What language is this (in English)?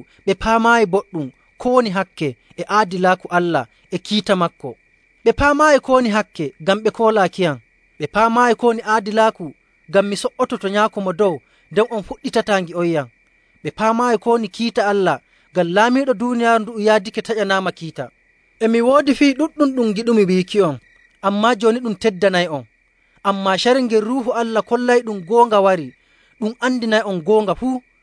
Nigerian Fulfulde